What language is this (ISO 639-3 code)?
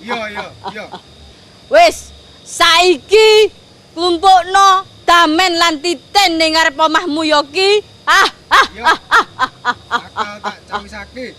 jav